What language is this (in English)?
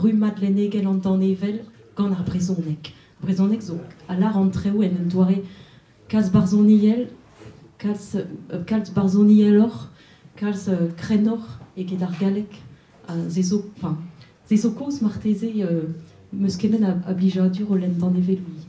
Breton